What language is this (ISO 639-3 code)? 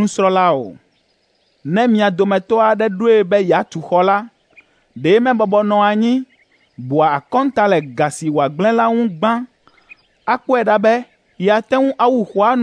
ewe